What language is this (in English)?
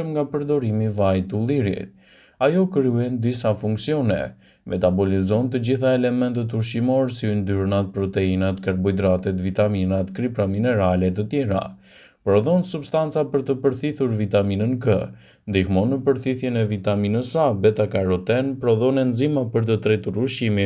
Albanian